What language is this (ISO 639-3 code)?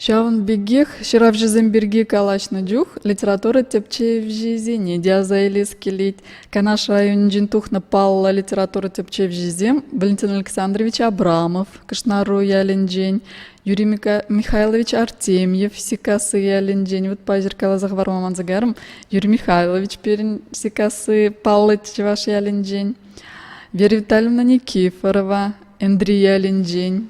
chv